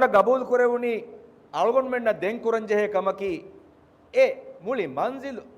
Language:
Divehi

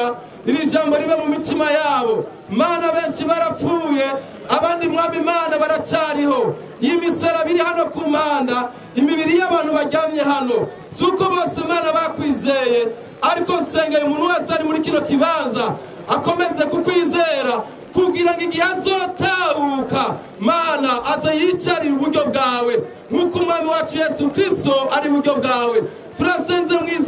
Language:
Rundi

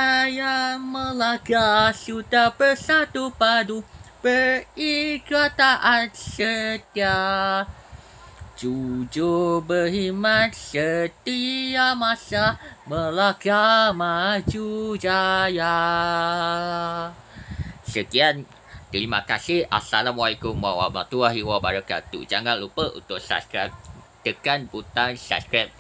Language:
Malay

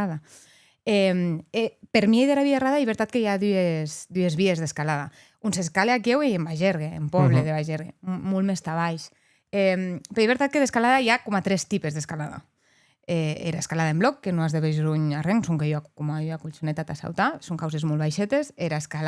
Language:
Occitan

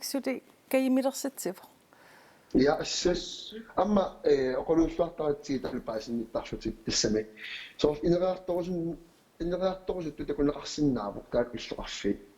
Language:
Kalaallisut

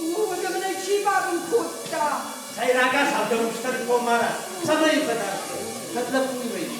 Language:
Ossetic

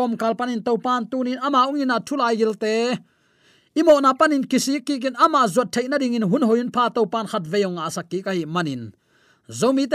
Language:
Tedim Chin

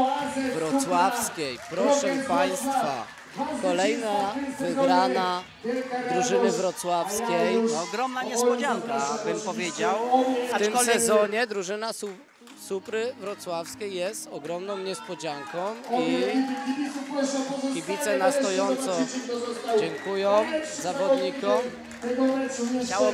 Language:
Polish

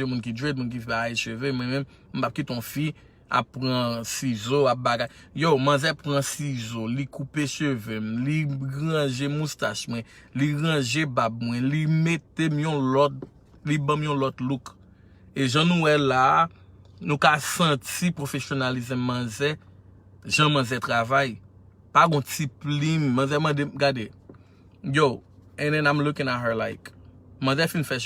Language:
Haitian Creole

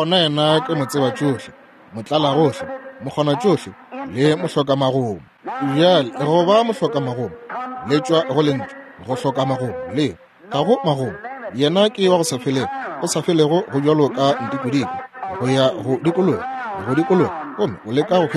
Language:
Northern Sotho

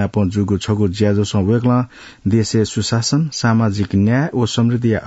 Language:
Newari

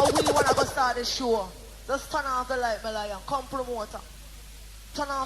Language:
Jamaican Creole English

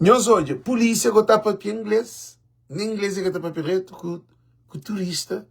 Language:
Kabuverdianu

